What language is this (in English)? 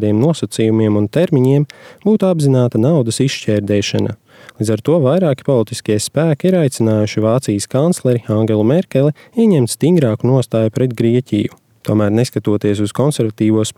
Latvian